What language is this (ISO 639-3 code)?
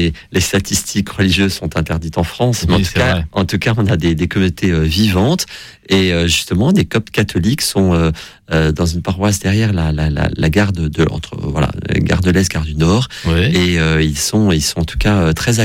fra